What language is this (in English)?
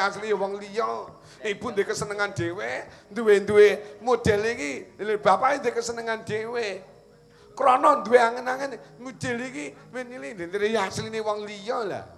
Javanese